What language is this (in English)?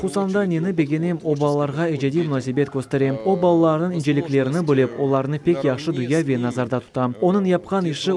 Crimean Tatar